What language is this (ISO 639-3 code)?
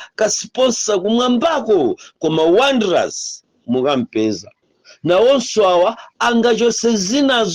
nya